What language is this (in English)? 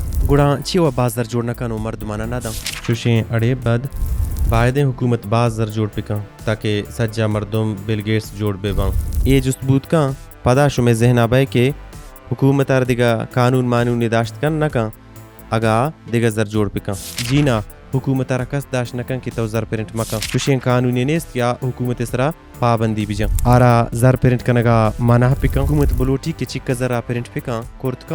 Baluchi